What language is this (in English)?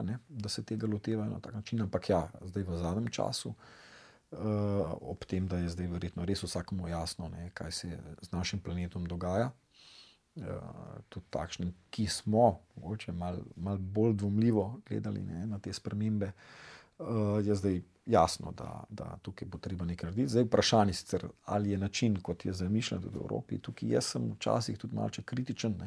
Slovenian